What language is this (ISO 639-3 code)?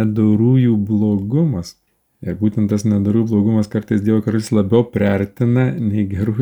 lit